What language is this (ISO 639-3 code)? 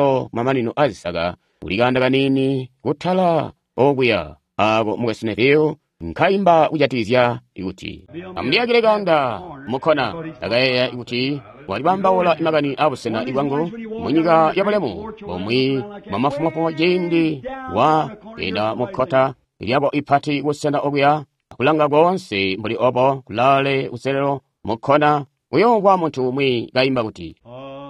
toi